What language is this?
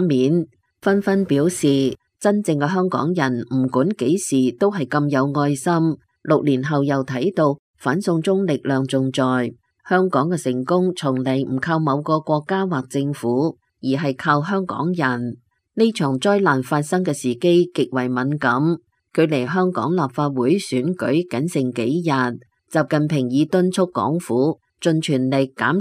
Cantonese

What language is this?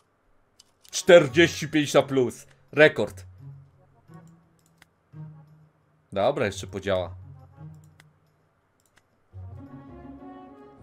Polish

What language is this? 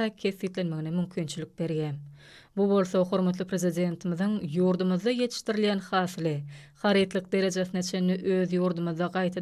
Turkmen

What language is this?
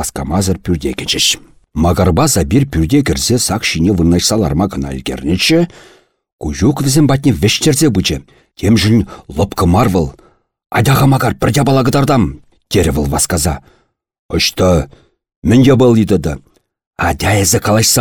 Chuvash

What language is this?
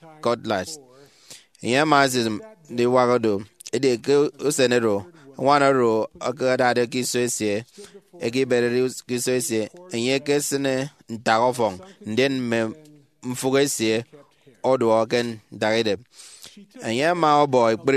Efik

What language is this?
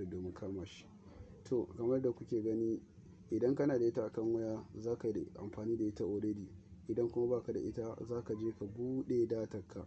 Hausa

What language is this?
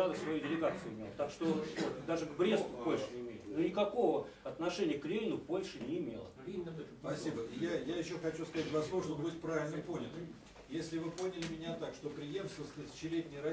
Russian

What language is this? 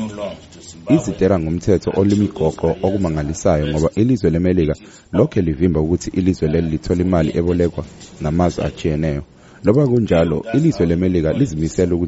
North Ndebele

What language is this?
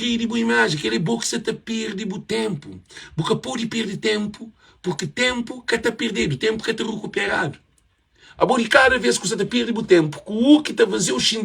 Kabuverdianu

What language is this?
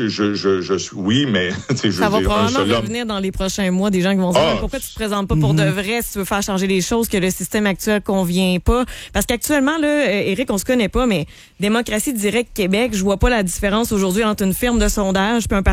French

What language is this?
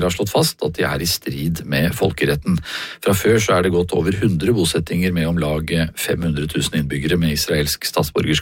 Norwegian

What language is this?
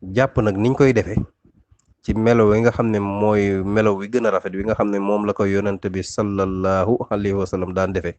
Wolof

